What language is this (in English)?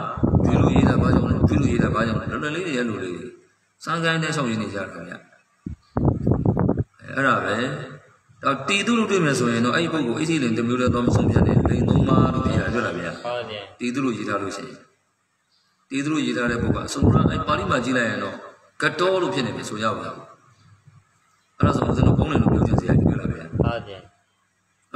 Burmese